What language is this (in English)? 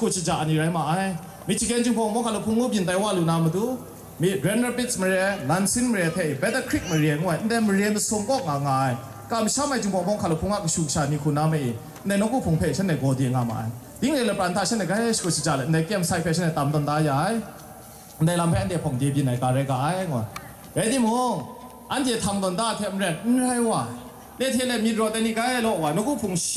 Kachin